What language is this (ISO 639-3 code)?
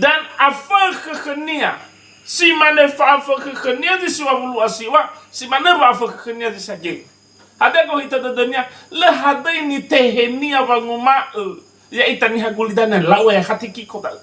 nia